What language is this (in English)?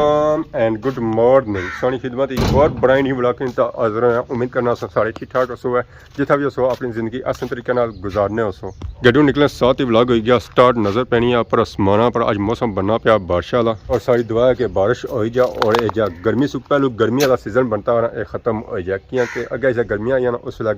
Pahari-Potwari